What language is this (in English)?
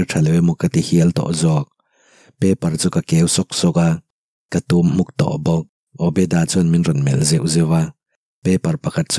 Mizo